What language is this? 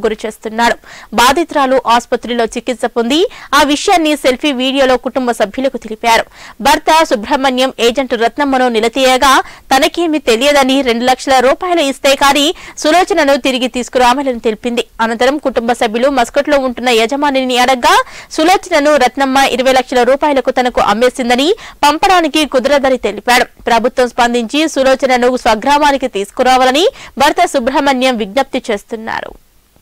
Telugu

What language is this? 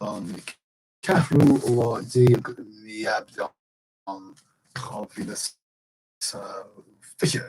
Irish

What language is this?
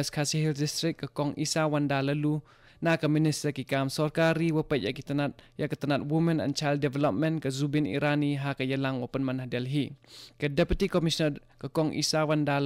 Khasi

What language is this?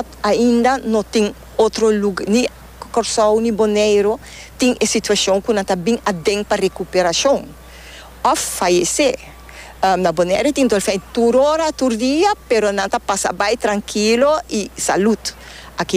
Papiamento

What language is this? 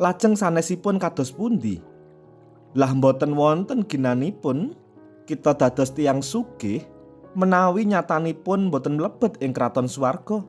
Javanese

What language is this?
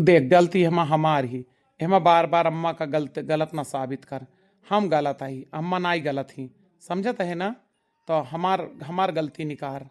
Awadhi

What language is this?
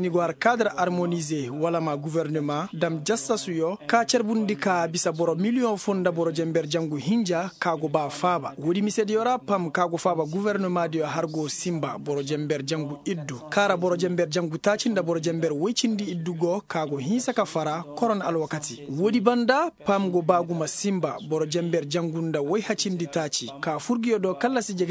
Koyraboro Senni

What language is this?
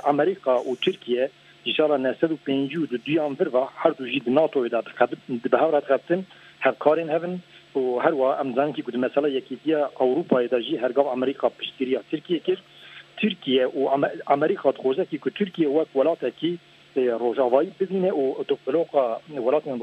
Kurdish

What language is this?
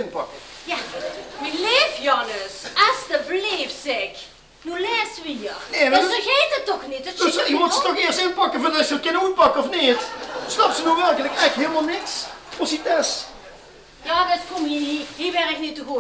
Limburgish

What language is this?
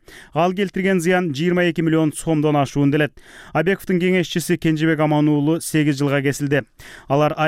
Kyrgyz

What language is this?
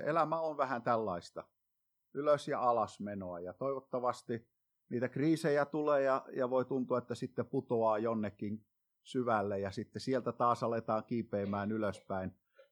Finnish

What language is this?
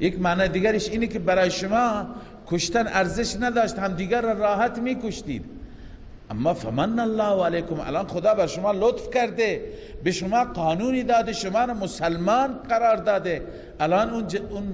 Persian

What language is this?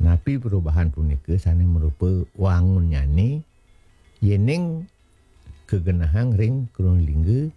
Balinese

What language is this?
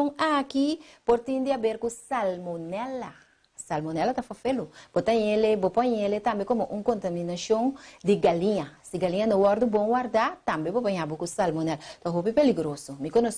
Papiamento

